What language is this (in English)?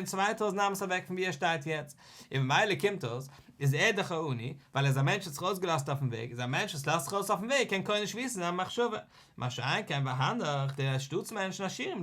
Yiddish